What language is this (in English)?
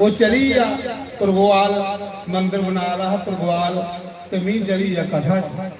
Dogri